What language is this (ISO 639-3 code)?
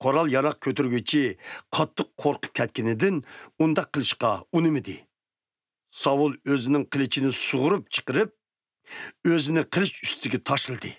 uig